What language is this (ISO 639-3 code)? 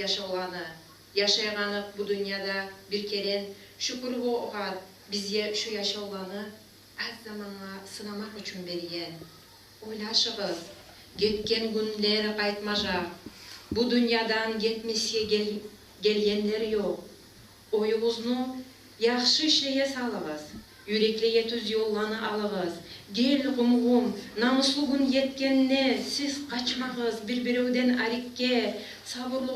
kum